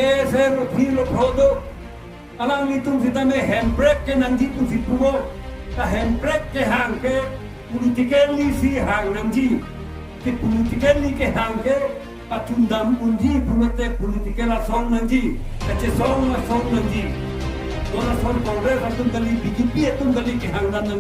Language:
Karbi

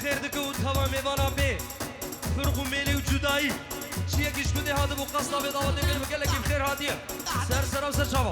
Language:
Kurdish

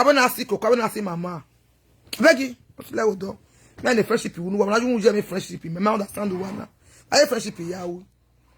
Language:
Nigerian Pidgin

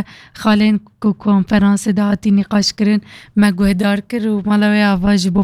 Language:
Kurdish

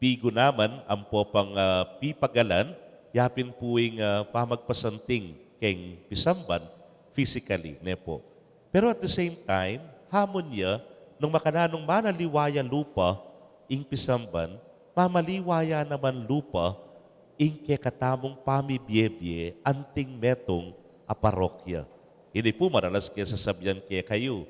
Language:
Pampanga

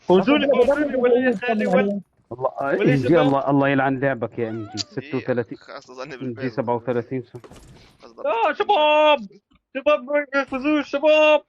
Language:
North Levantine Arabic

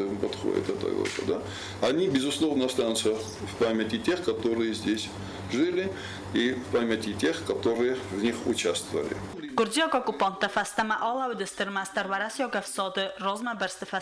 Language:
Ossetic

